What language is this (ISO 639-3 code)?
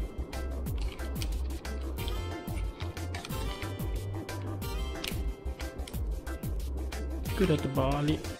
msa